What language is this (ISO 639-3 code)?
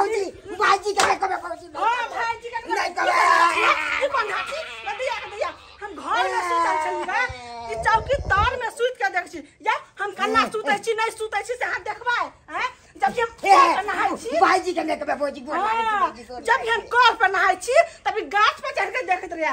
mai